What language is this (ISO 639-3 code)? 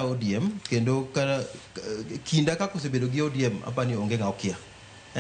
luo